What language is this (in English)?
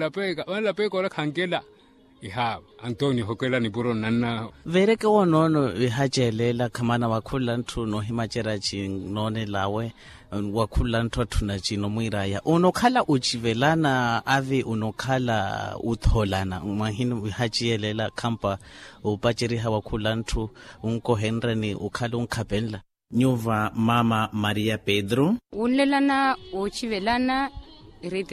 Makhuwa